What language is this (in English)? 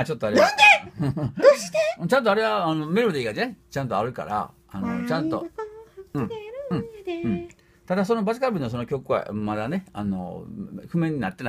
Japanese